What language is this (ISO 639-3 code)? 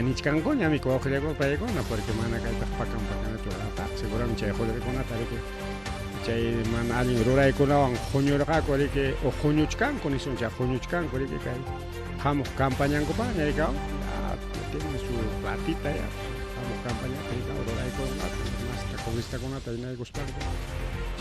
quy